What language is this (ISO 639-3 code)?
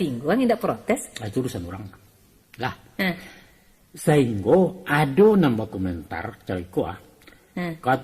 min